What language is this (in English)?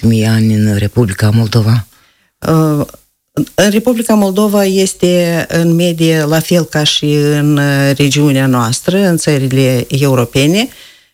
Romanian